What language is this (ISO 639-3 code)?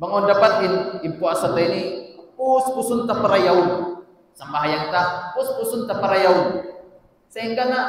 tsg